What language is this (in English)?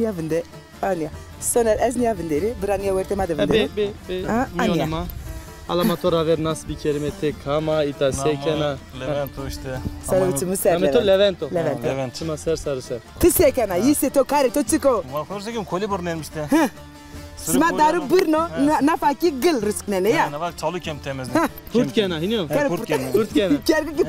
Zaza